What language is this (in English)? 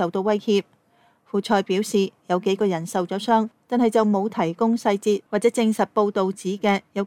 Cantonese